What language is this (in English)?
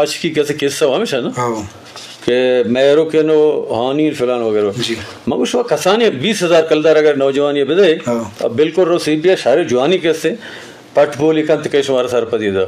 Eastern Balochi